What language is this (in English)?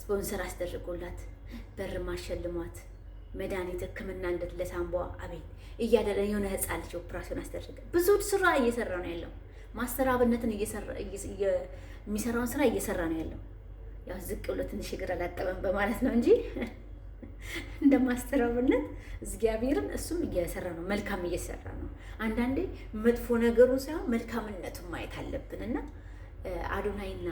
Amharic